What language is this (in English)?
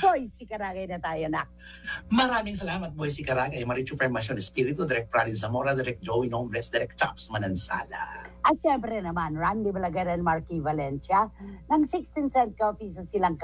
Filipino